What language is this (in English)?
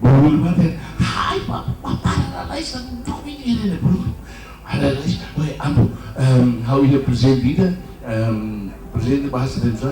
Tetum